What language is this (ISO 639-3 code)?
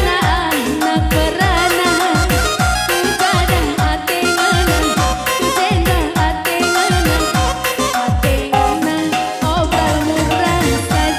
btx